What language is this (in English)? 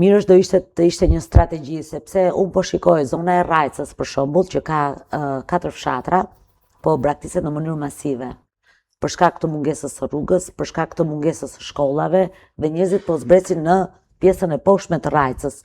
Albanian